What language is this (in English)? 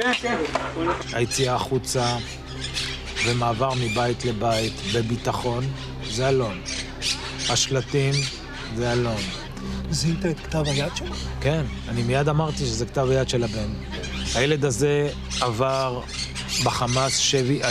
Hebrew